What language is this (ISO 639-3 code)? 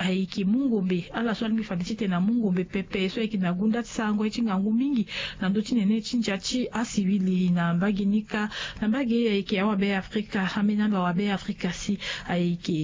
sag